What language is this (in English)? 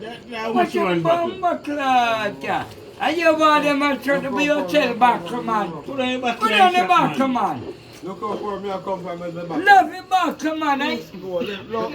Jamaican Creole English